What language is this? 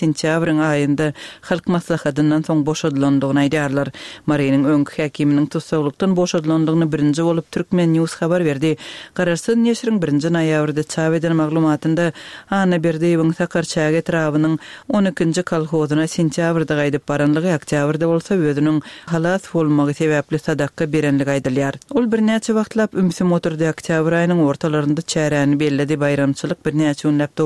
Turkmen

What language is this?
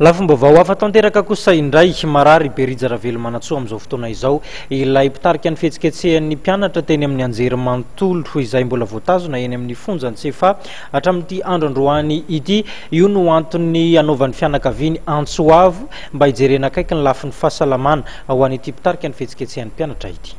Malagasy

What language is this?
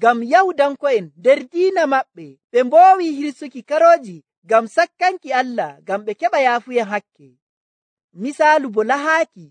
Nigerian Fulfulde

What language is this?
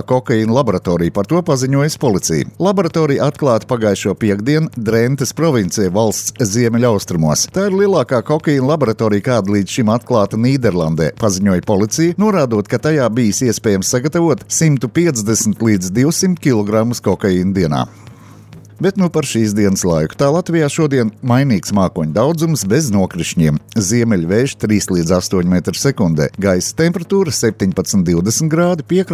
Latvian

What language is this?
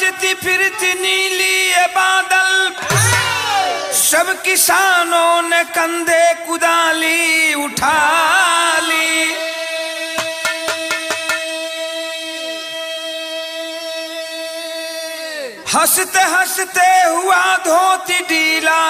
Bhojpuri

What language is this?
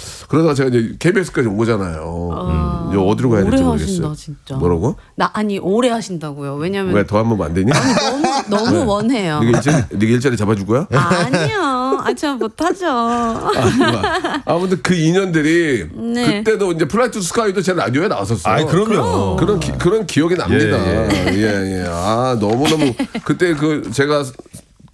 Korean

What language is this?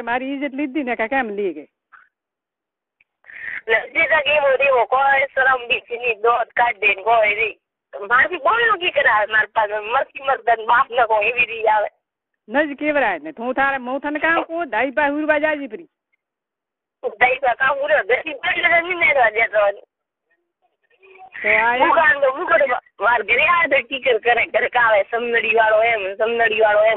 Gujarati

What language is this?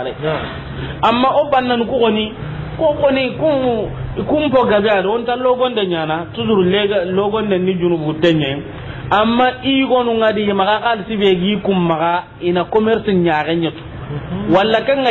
Soninke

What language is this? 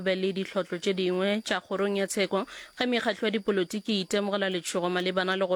Northern Sotho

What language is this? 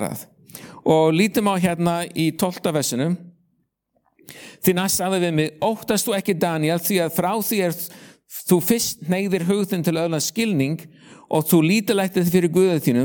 Icelandic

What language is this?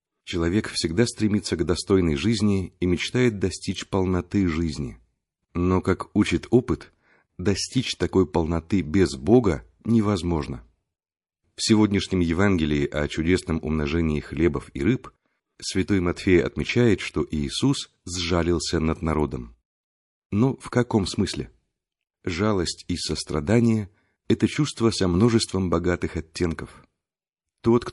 Russian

